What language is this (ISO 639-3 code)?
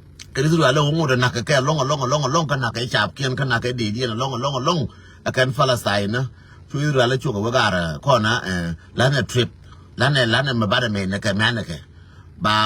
nus